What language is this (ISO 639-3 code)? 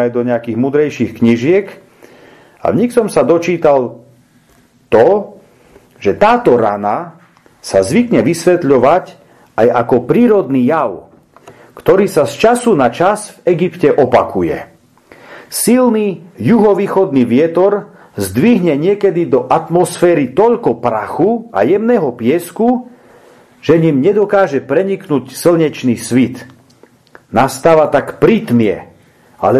slk